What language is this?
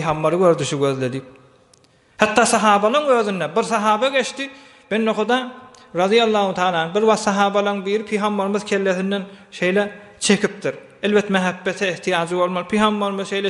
Turkmen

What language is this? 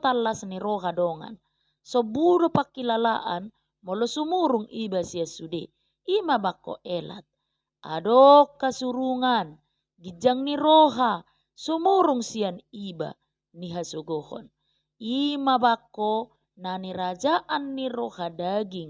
Batak Toba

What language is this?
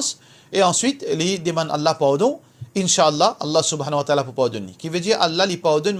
Morisyen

